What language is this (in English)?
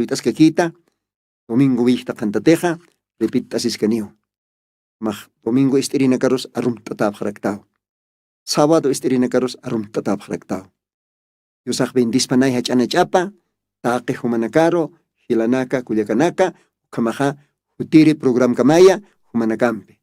Aymara